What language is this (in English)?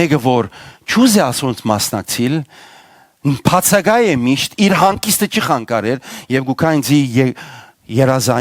Western Armenian